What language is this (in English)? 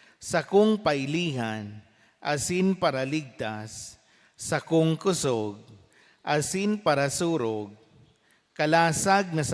Bikol